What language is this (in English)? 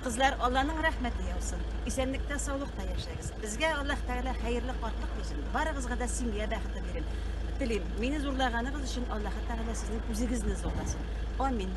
Tatar